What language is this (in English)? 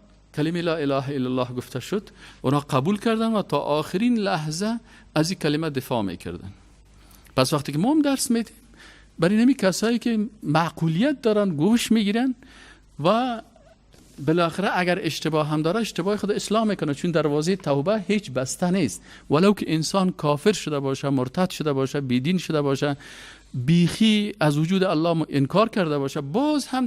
Persian